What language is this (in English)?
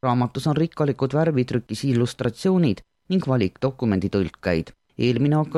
Estonian